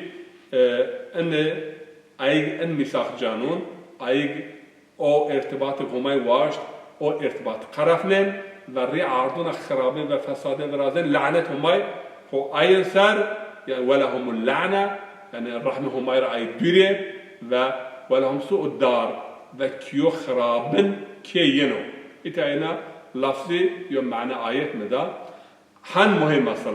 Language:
Zaza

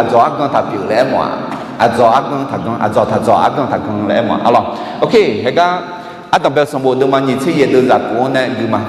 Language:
Akha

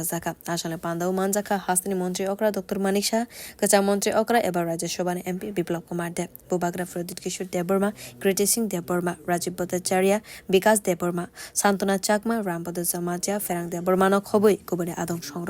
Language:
Kok Borok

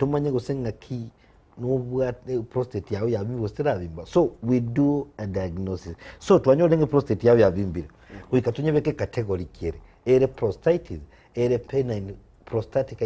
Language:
Gusii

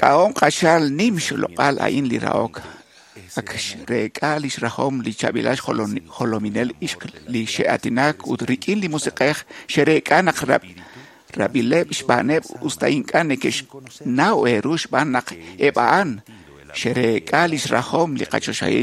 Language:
Kekchí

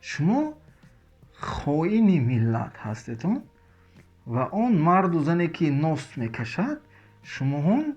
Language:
Tajik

